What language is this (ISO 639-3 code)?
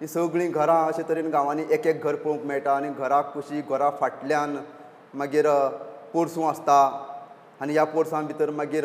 kok